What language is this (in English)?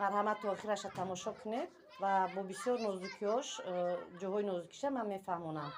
Tajik